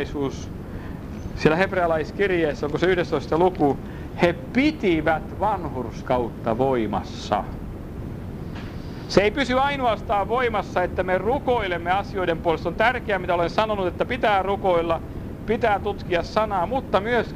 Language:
Finnish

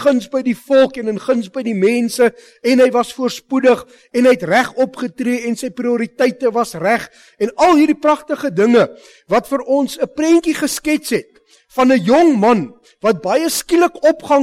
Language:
Afrikaans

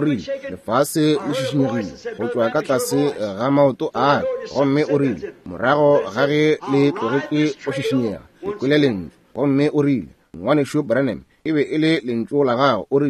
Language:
Northern Sotho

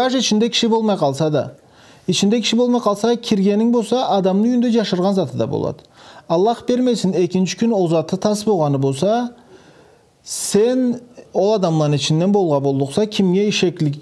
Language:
Karachay-Balkar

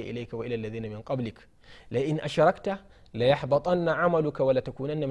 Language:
Hausa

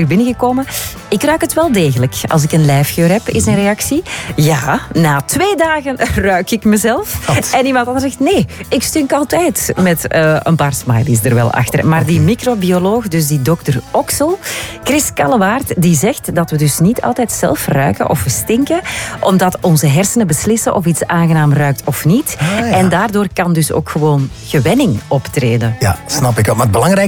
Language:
Dutch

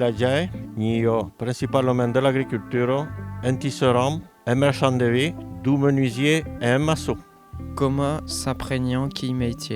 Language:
Occitan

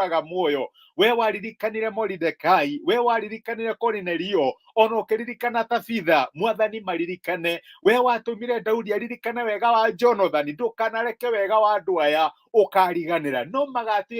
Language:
Kikuyu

